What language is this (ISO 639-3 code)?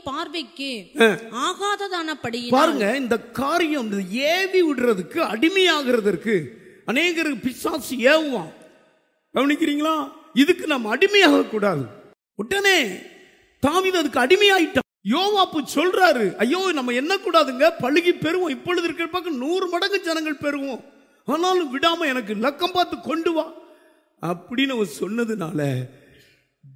tam